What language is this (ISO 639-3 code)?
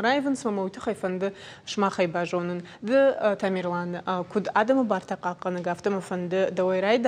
oss